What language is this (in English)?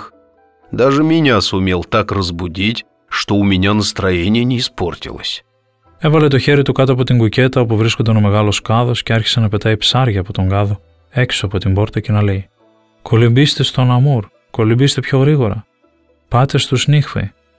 Greek